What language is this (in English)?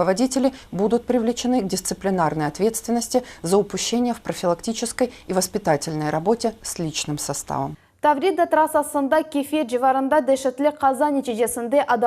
Crimean Tatar